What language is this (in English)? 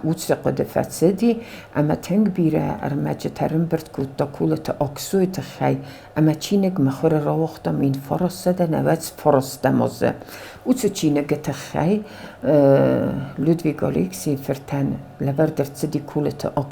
Ossetic